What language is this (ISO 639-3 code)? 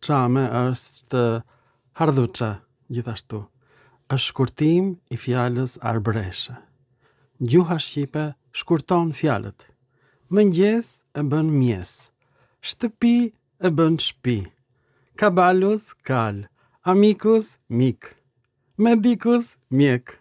sqi